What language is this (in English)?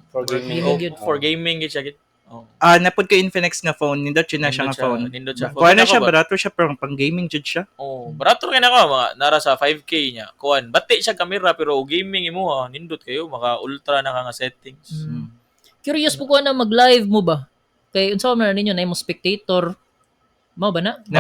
Cebuano